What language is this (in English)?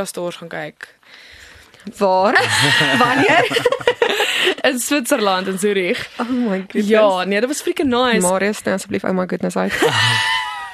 Afrikaans